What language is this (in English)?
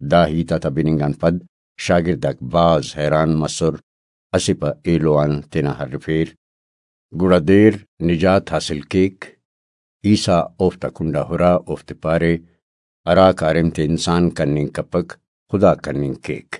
Brahui